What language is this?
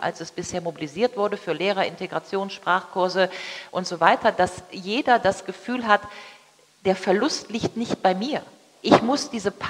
German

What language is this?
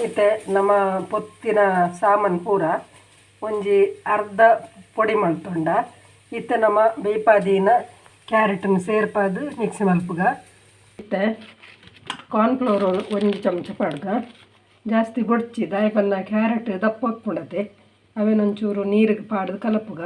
Tulu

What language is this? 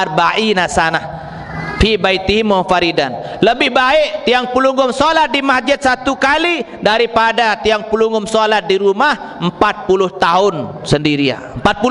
Sasak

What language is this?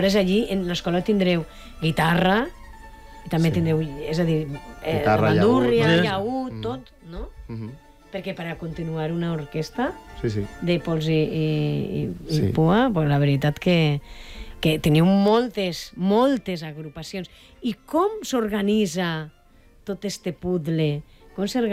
Catalan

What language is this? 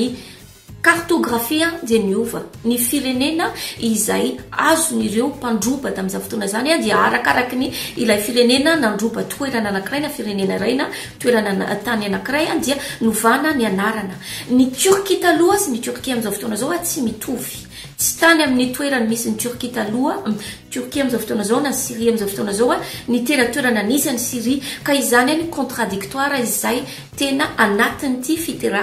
Malagasy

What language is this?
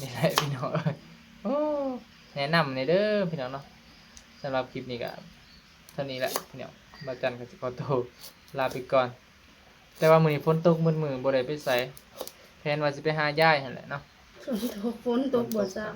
Northeastern Thai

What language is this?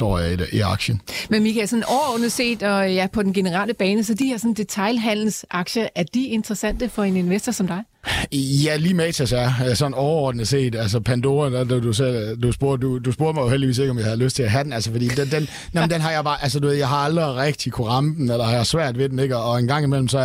Danish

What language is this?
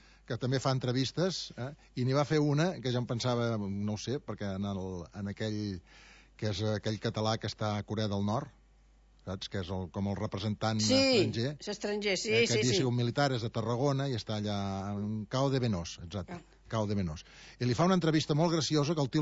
Catalan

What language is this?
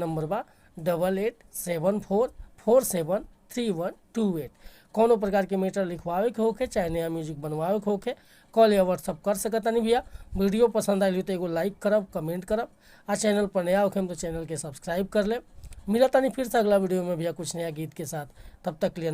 Bhojpuri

